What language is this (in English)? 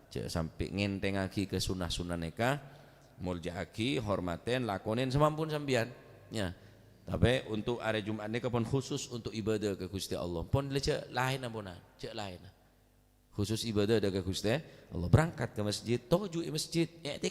Madurese